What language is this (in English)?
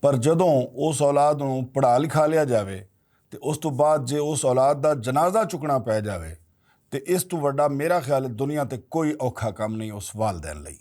Western Panjabi